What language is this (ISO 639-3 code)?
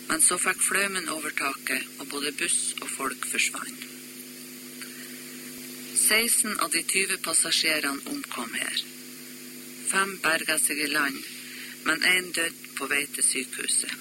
nor